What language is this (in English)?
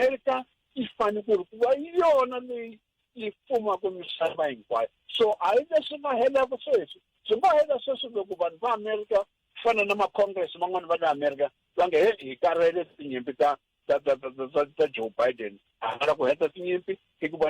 Tsonga